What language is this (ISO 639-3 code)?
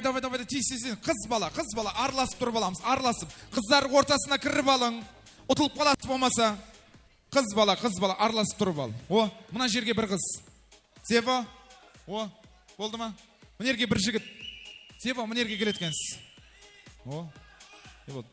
kaa